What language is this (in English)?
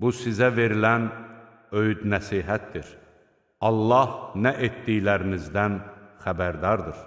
Azerbaijani